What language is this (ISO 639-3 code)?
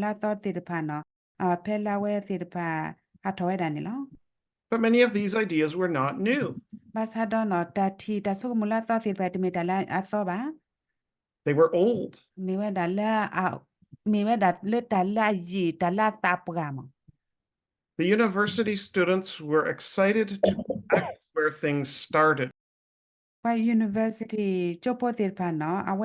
ksw